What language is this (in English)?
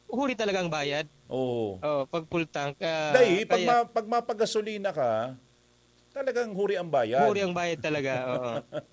Bikol